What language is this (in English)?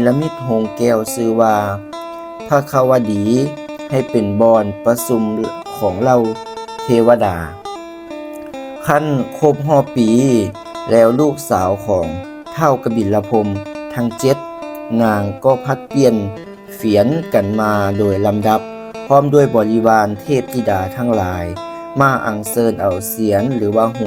Lao